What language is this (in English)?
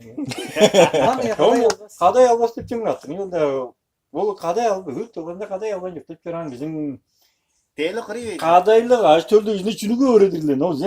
Tuvinian